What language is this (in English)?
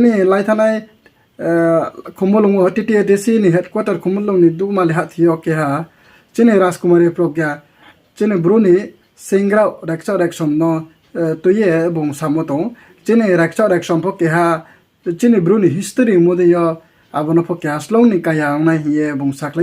Riang (India)